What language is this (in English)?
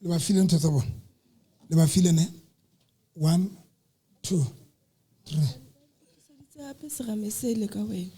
Southern Sotho